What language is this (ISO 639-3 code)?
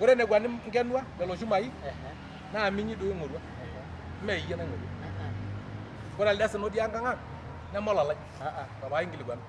mas